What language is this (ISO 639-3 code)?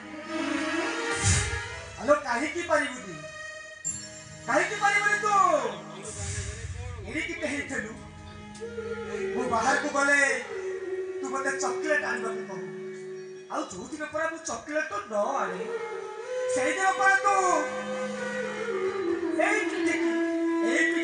ori